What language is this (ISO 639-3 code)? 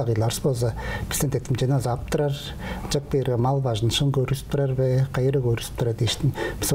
tyv